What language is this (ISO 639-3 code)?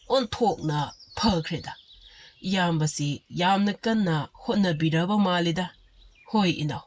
mni